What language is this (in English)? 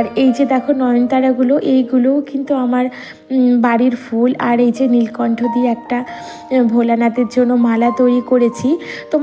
Bangla